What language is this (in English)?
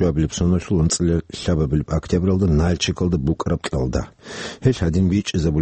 Avaric